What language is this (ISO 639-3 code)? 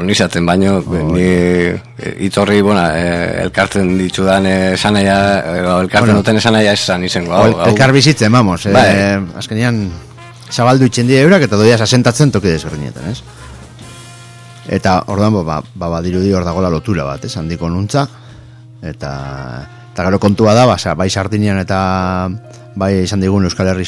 eus